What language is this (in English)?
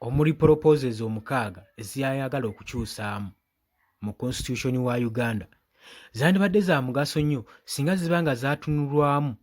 Ganda